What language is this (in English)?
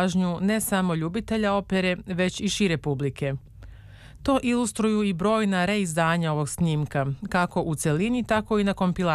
Serbian